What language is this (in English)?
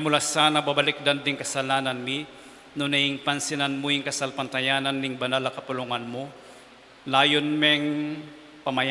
Pampanga